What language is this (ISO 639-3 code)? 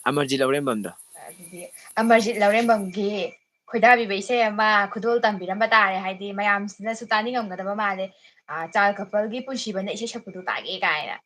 mni